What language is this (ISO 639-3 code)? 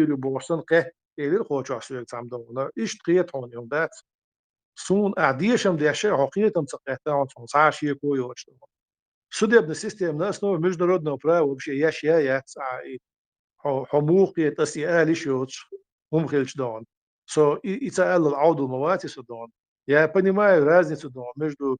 che